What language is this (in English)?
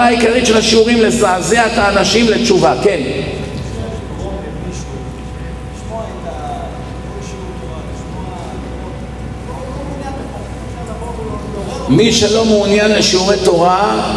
Hebrew